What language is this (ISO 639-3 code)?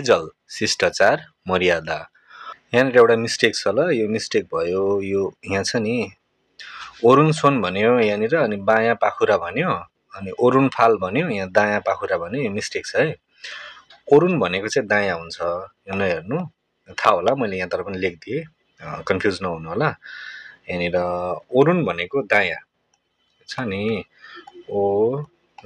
nep